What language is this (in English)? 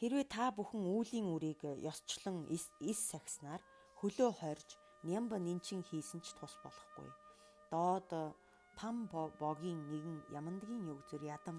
Mongolian